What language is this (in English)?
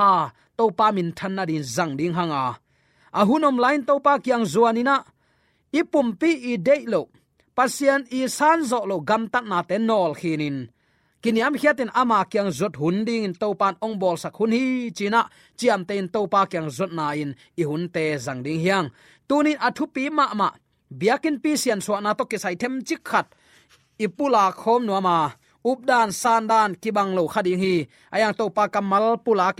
Tedim Chin